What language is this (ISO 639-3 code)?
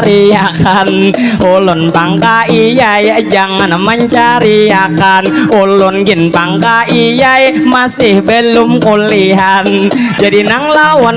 bjn